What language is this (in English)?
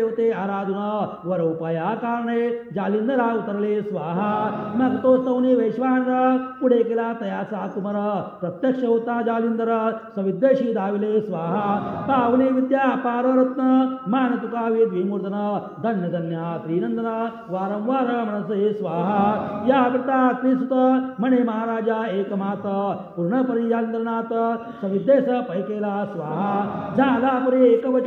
Marathi